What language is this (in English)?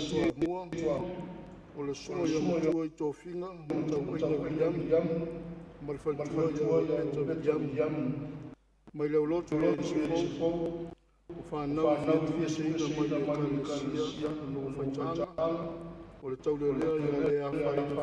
Samoan